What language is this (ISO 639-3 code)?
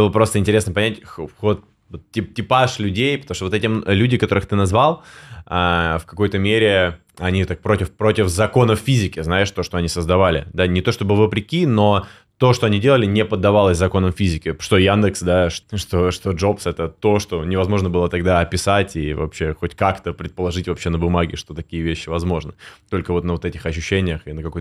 rus